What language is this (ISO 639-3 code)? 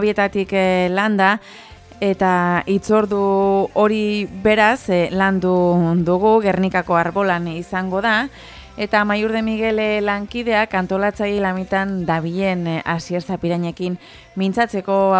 eus